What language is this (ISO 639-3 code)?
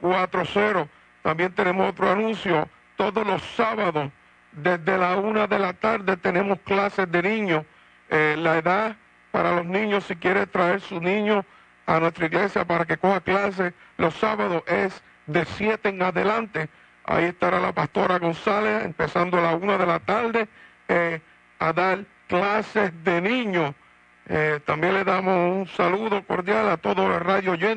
spa